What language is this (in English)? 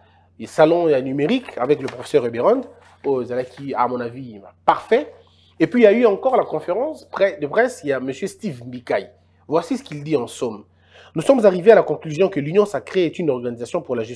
French